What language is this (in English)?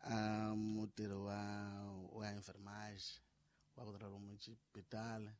Tsonga